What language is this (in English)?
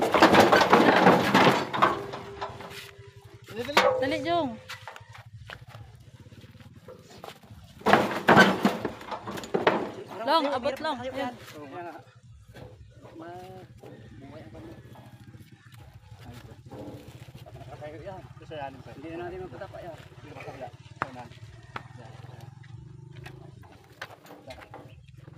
Filipino